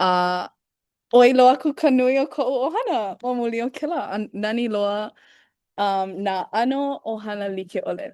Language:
Hawaiian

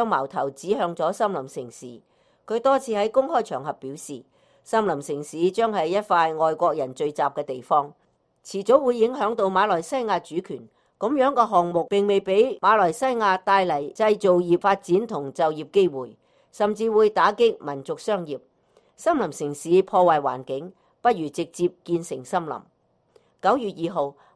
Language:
Cantonese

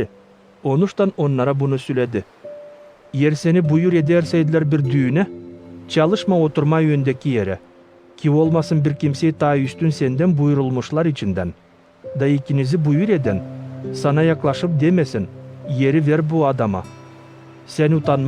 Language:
Gagauz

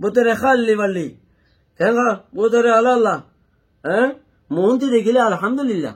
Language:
Rohingya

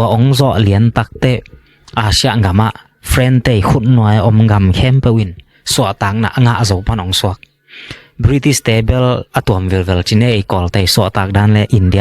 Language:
Tedim Chin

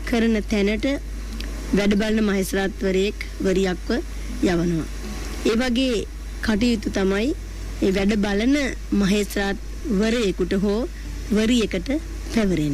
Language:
Sinhala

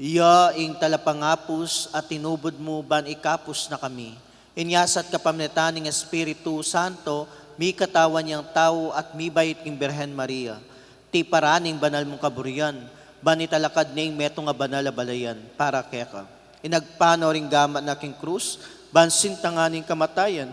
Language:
Pampanga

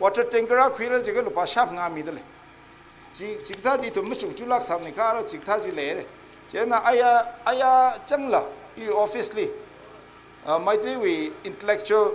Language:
Tangkhul Naga (India)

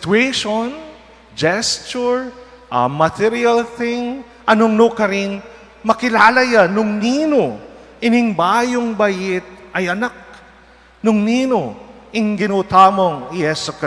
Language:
Pampanga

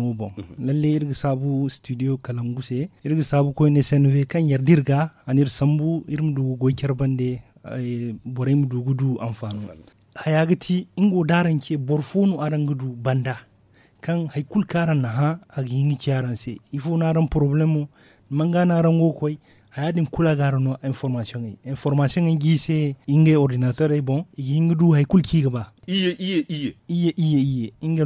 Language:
Zarma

